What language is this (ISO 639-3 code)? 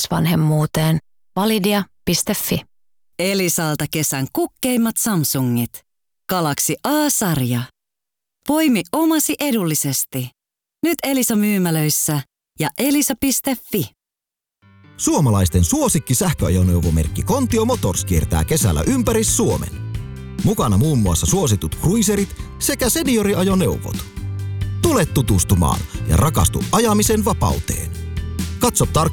fin